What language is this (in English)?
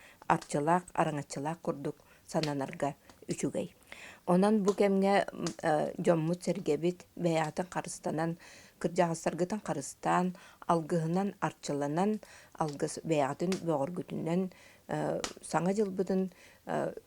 Yakut